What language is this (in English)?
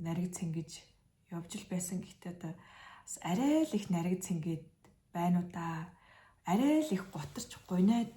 Mongolian